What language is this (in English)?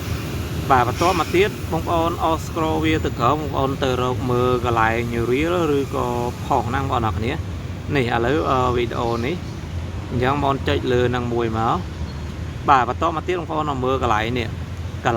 Khmer